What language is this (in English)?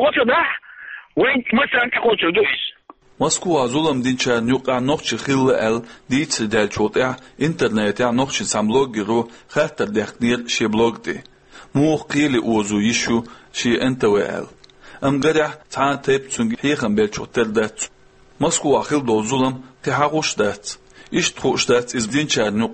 Chechen